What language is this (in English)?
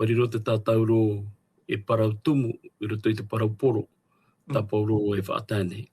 Tahitian